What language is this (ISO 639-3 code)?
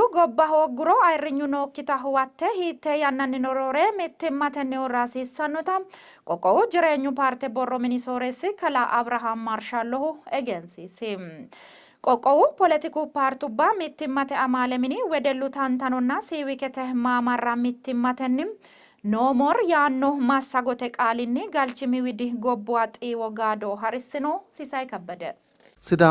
sid